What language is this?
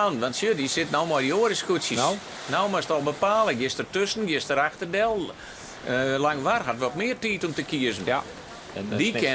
Western Frisian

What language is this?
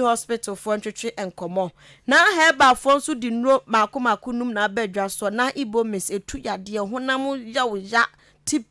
Akan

